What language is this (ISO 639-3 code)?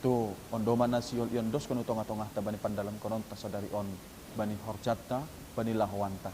bts